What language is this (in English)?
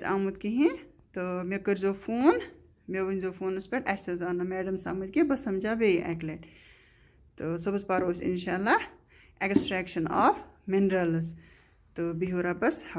Kashmiri